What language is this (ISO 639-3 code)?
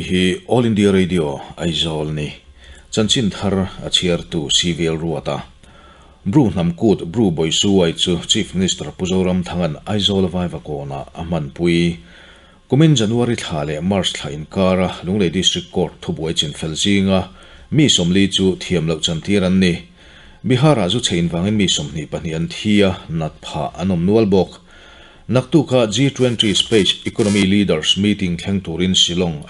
lus